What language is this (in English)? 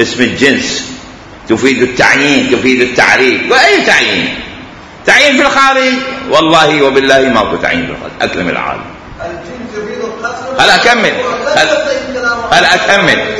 Mesopotamian Arabic